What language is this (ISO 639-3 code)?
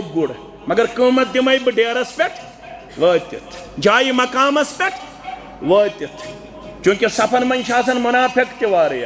kas